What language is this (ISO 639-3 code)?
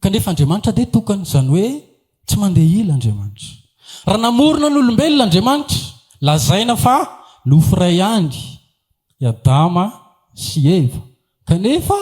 mlg